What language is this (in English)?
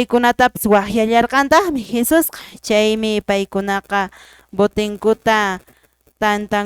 Quechua